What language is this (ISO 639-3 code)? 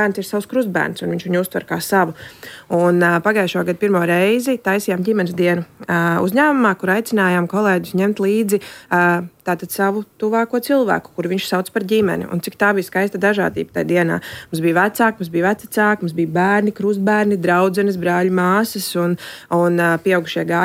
lav